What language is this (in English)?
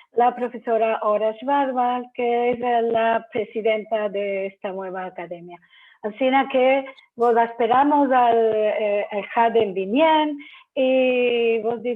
Ladino